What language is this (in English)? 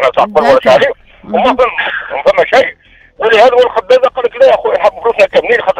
Tunisian Arabic